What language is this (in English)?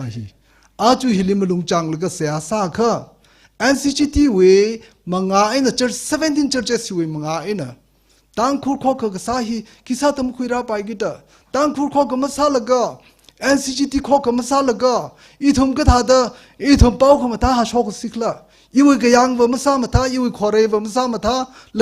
Tangkhul Naga (India)